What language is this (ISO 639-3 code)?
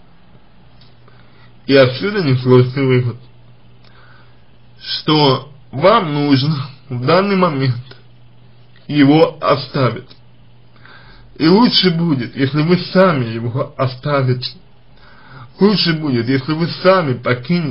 rus